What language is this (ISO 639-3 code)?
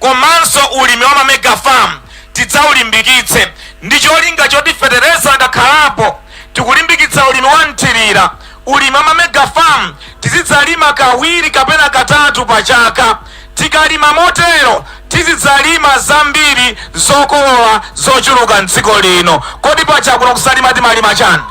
nya